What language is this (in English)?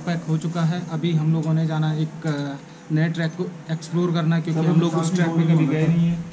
Hindi